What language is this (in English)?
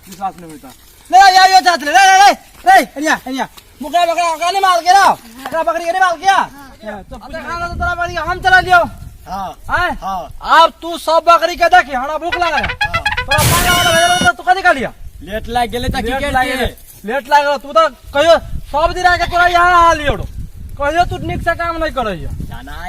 Maithili